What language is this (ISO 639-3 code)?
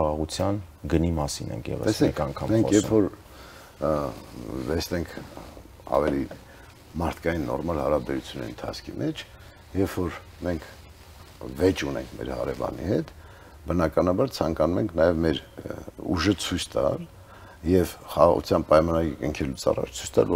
hye